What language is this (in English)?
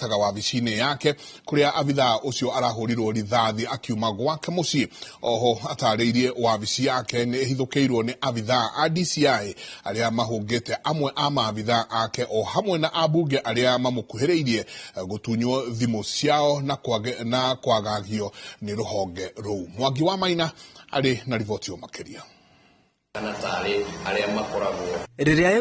Kikuyu